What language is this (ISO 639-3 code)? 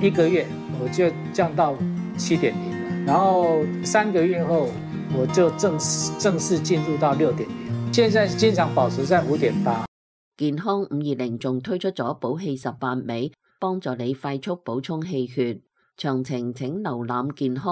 yue